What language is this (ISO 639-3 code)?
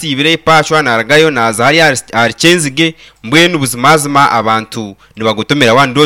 nyn